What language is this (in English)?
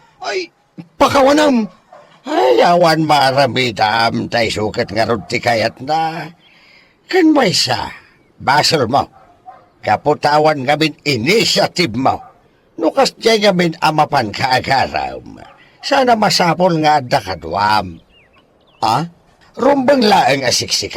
Iloko